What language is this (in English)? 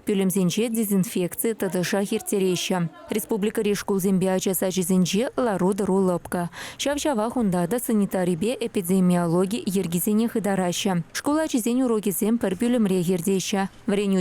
Chuvash